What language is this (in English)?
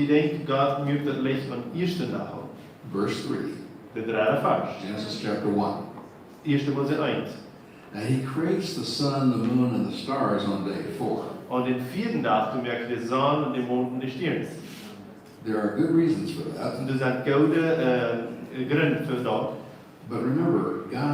Plautdietsch